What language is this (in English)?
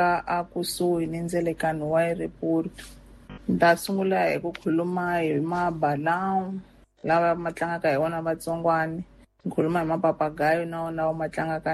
Tsonga